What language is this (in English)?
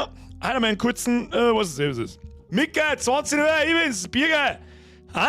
Bavarian